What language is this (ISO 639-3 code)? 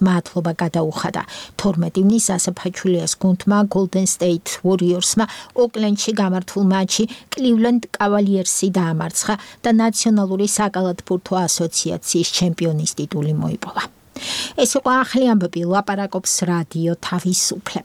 kat